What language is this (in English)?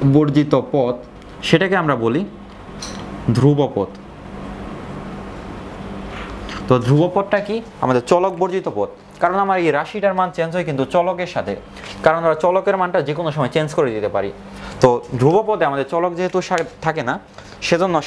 Bangla